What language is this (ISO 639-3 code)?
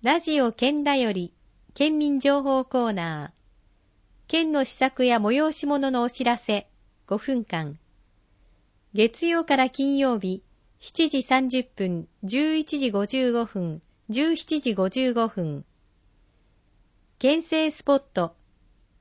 jpn